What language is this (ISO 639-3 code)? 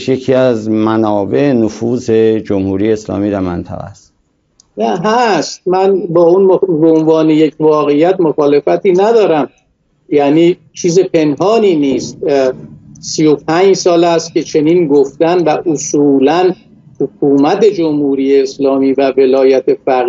fas